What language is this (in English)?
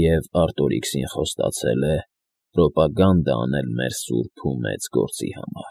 Armenian